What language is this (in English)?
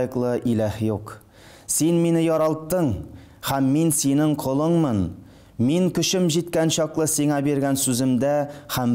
Tatar